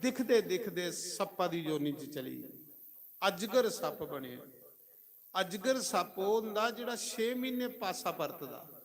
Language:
Dogri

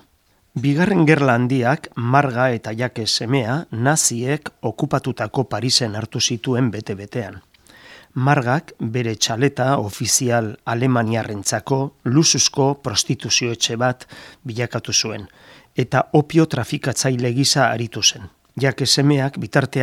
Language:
Basque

